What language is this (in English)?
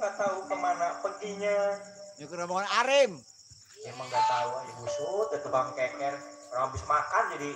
Betawi